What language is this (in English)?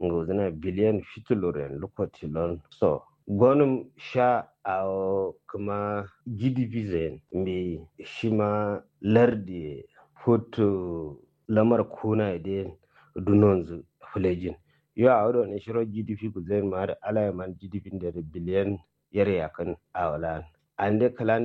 Kanuri